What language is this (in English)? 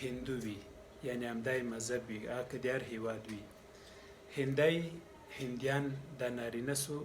Pashto